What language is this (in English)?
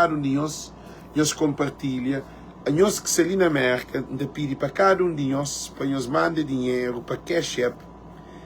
Kabuverdianu